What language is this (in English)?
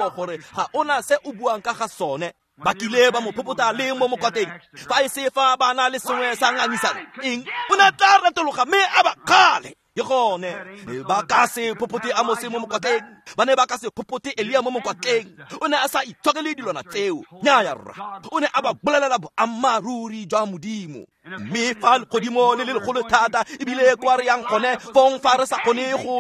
Tswana